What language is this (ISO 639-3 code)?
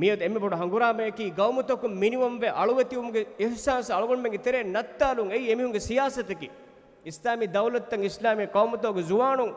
div